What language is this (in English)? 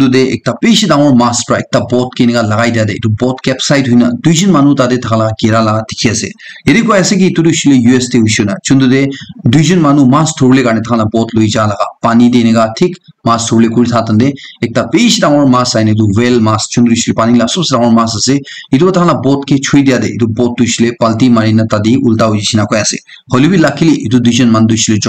Naga Pidgin